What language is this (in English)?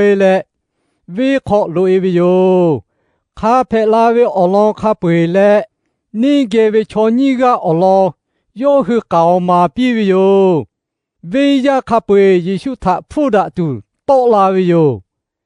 Lahu